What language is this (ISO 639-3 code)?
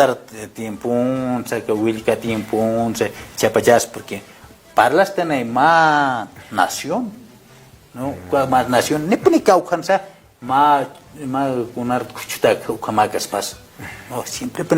aym